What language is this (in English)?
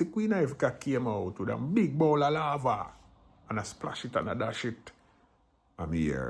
Jamaican Creole English